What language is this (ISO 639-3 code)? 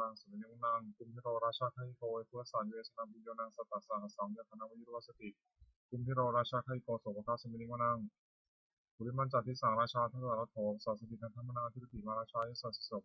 pli